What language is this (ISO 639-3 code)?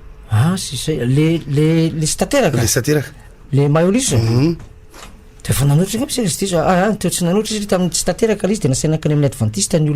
mlg